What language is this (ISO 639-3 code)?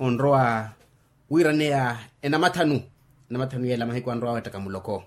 vmw